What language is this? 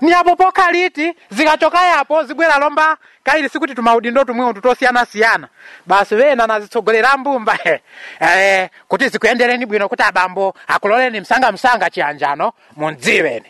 Nyanja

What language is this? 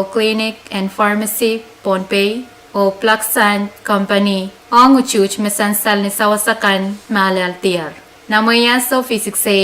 Pohnpeian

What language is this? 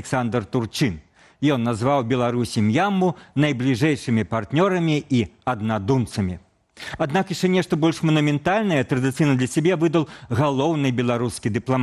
Belarusian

